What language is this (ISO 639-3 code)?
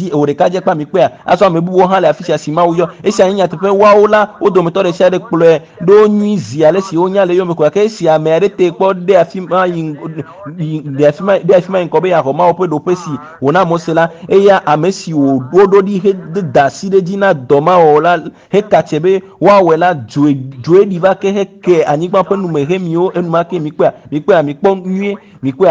ewe